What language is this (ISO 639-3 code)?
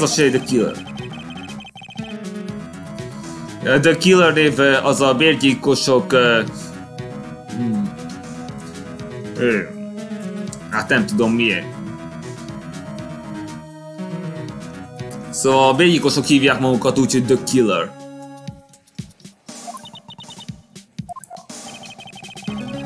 hun